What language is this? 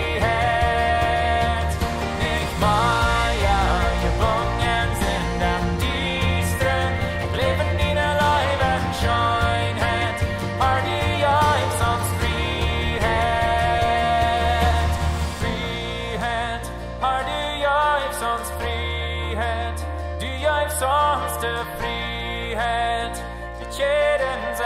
Plautdietsch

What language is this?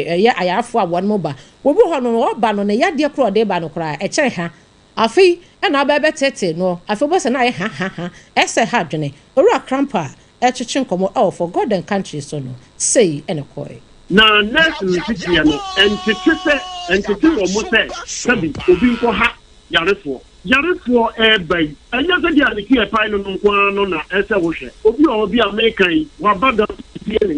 Akan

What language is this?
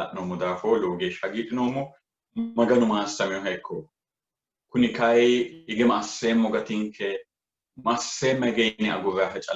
Sidamo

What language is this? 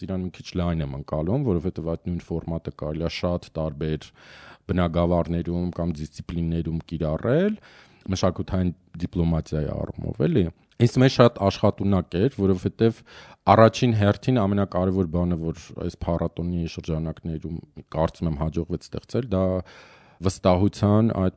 Armenian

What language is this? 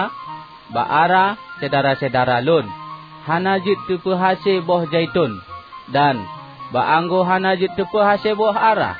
Achinese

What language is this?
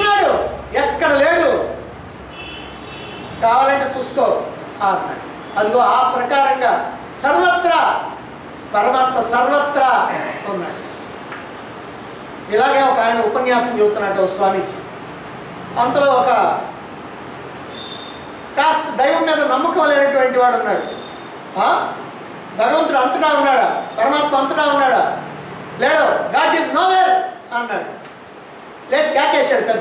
Telugu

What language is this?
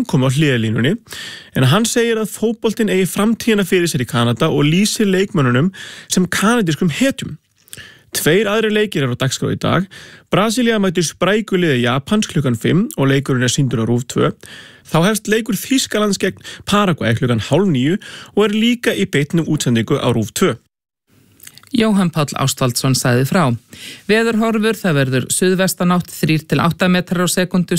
Icelandic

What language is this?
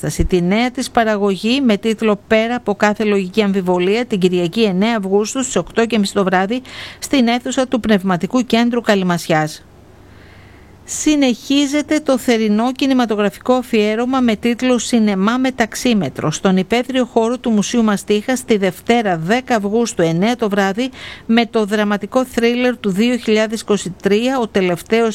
Greek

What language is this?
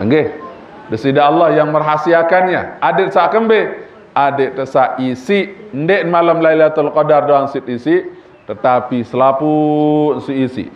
Sasak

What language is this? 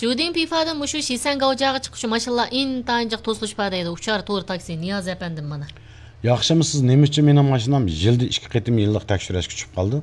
Uyghur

